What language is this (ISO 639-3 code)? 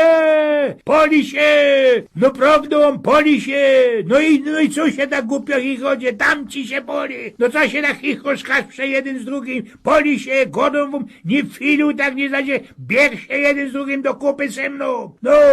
szl